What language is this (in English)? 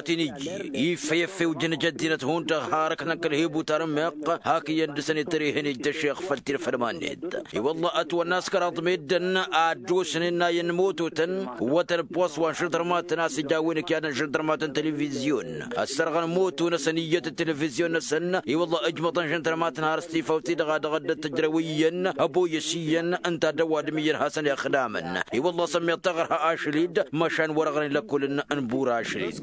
Tamasheq